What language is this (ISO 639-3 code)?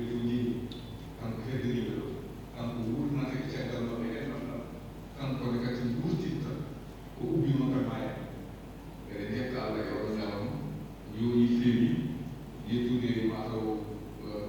ful